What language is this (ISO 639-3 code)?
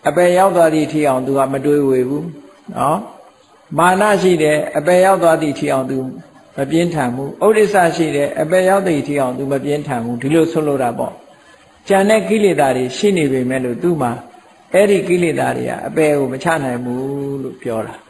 mya